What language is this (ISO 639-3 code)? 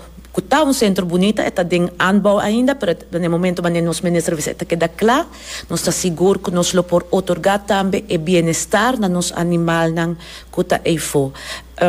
pap